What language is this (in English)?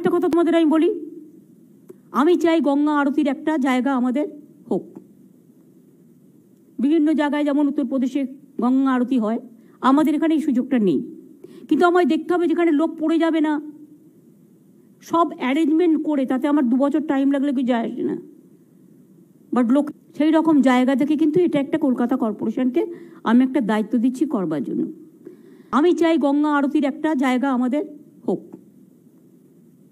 Bangla